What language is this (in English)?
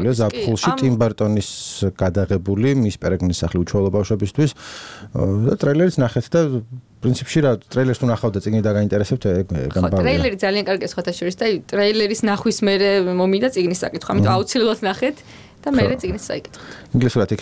Georgian